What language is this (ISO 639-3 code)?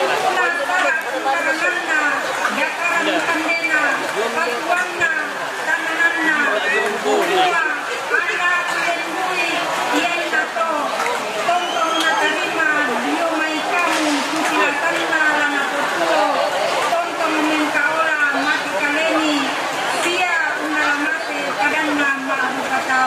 sda